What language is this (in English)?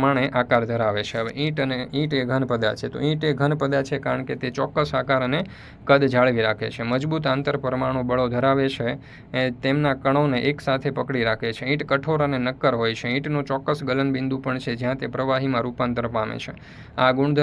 Gujarati